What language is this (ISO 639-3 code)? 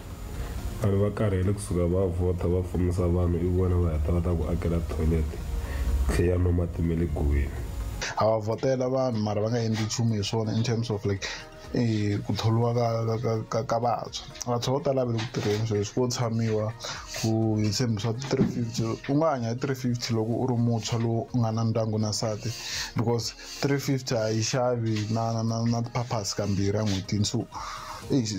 tso